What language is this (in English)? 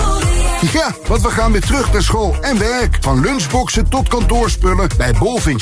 Dutch